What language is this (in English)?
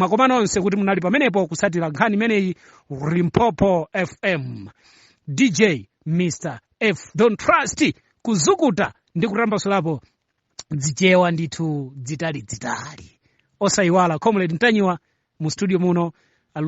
Nyanja